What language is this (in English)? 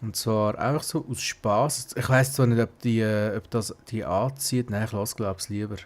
Swiss German